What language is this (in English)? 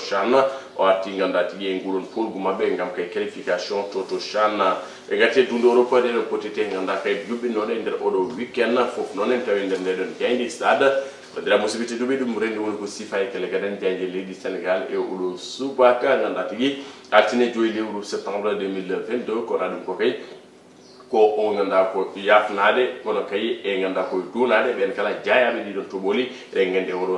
Fula